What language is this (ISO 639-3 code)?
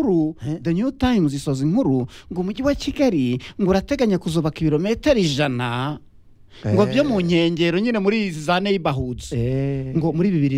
kin